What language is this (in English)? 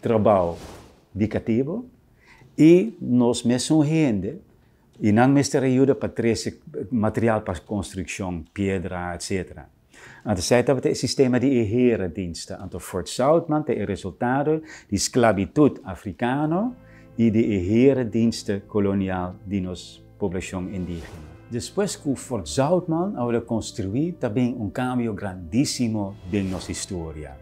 Papiamento